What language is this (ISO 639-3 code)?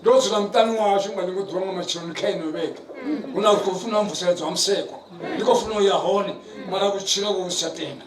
ven